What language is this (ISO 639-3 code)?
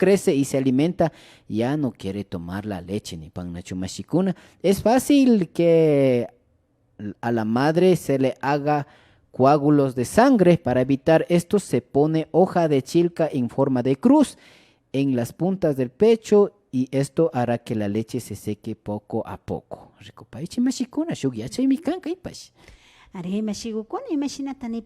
qvi